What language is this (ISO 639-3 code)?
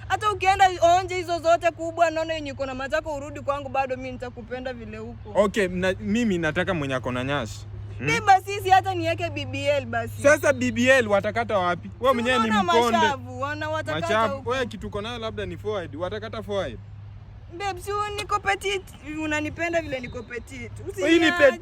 swa